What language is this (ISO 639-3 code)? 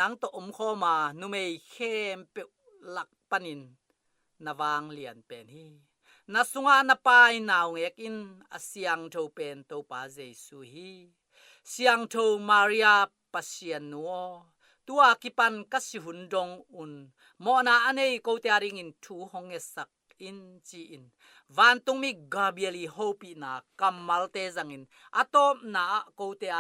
ctd